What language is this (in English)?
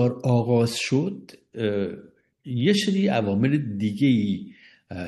Persian